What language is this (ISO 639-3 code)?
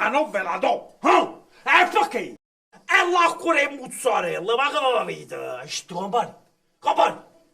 nap